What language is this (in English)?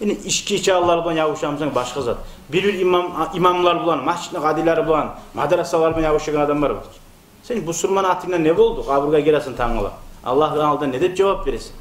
Kumyk